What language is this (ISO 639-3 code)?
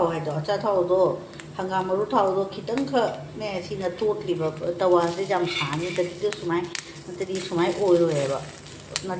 mni